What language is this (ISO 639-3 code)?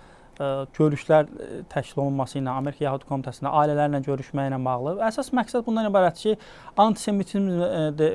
aze